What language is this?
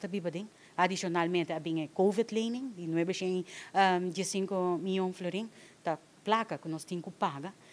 Papiamento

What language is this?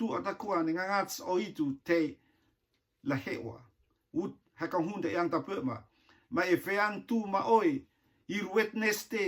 Rotuman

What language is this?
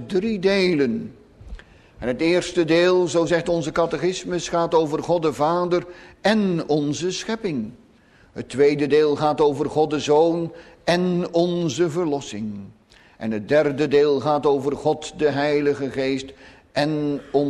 Dutch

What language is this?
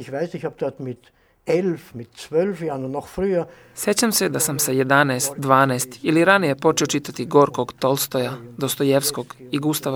Serbian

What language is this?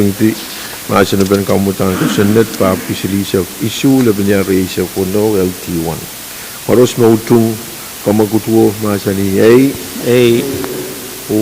Pohnpeian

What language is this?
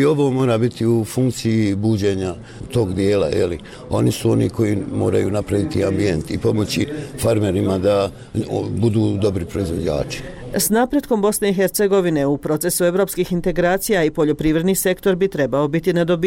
Bosnian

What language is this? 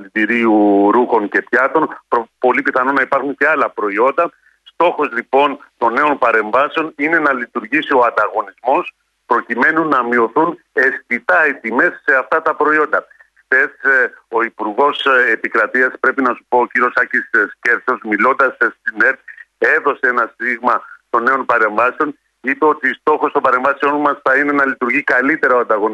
Greek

